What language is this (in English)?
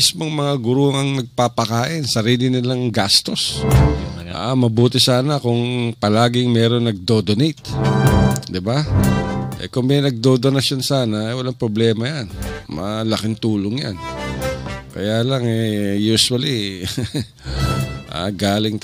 Filipino